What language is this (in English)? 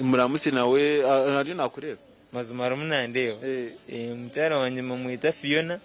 Nyankole